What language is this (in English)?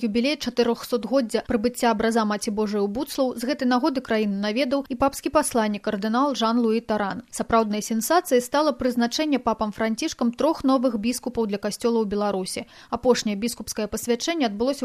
Belarusian